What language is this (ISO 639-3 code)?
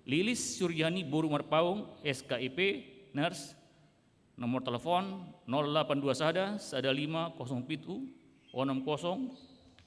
bbc